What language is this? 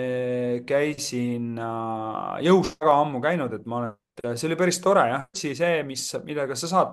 Estonian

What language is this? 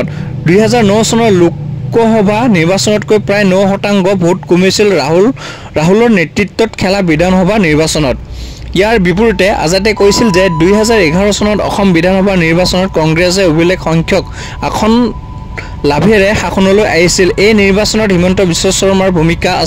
Assamese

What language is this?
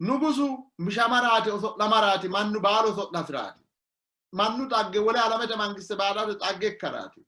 Sidamo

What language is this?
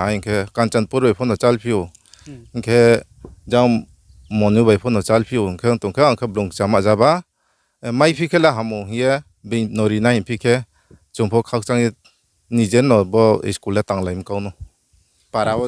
Riang (India)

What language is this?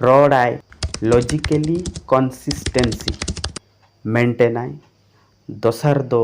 Santali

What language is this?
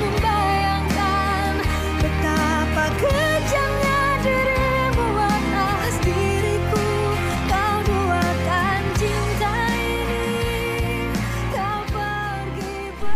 Sasak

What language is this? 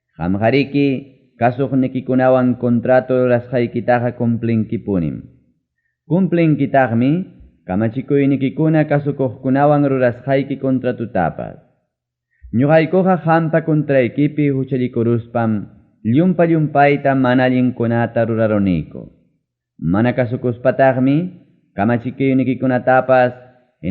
Ayacucho Quechua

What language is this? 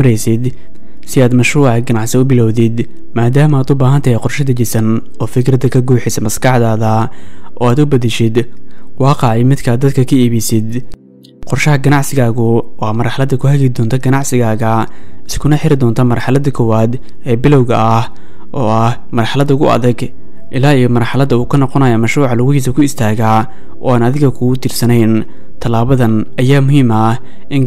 Somali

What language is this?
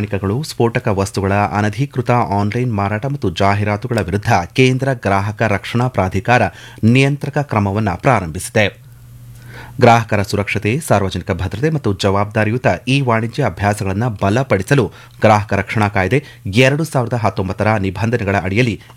Kannada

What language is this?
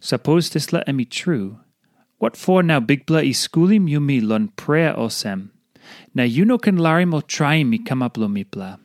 Tok Pisin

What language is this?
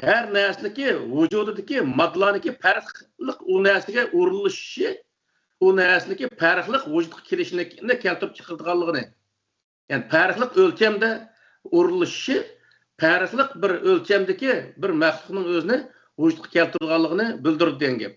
Uyghur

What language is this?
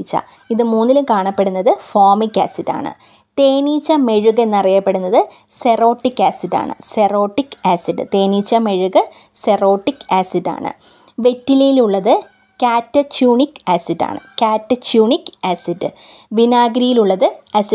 Malayalam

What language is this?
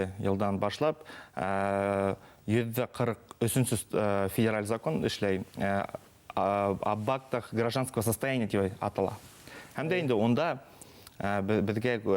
Bashkir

